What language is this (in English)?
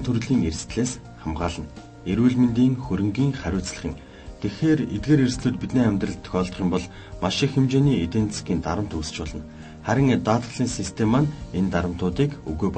Mongolian